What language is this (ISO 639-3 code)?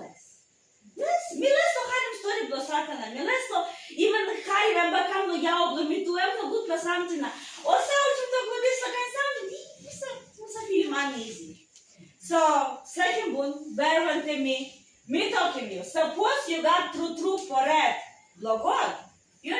tpi